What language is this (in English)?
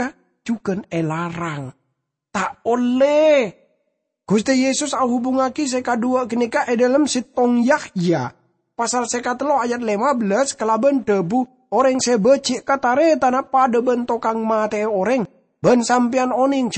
Madurese